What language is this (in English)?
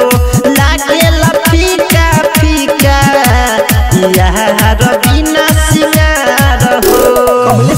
Bhojpuri